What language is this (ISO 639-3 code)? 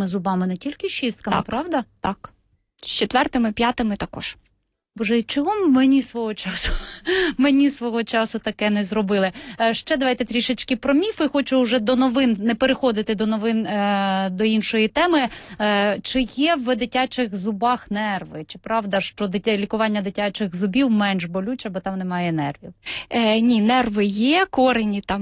ukr